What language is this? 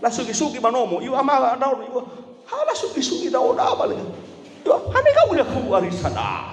Nias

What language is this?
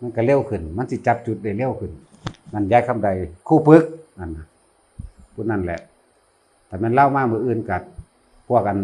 Northeastern Thai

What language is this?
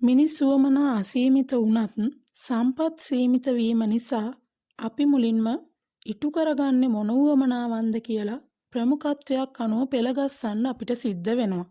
Sinhala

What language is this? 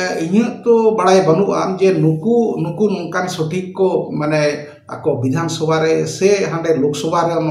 Santali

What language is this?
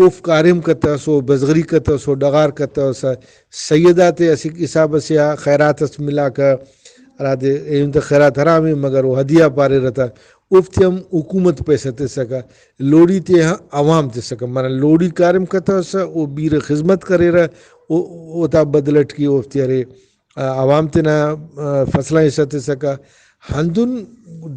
Brahui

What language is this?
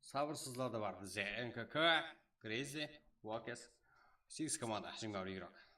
Kara-Kalpak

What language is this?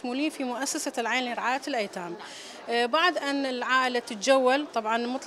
Arabic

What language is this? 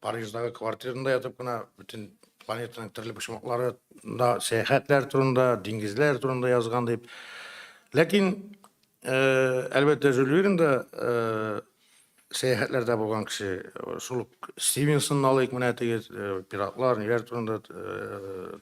Tatar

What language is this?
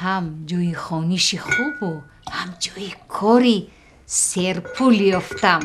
Tajik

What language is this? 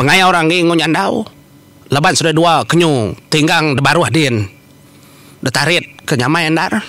Iban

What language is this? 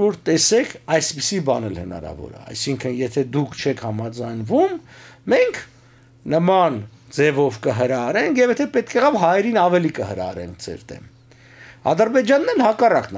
Armenian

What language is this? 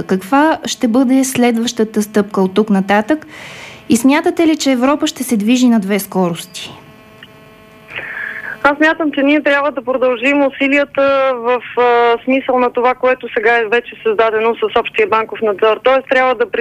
Bulgarian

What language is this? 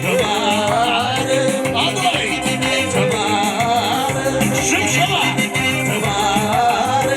Tigrinya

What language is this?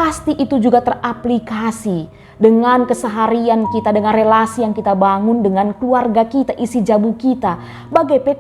Batak Karo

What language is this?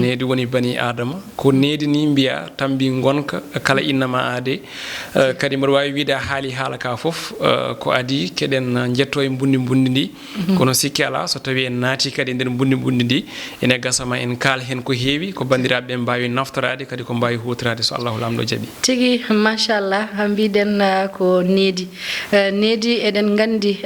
Fula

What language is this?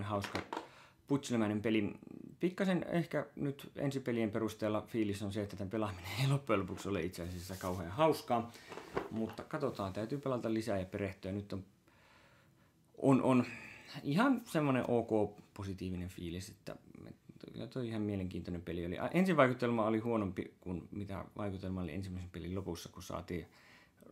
Finnish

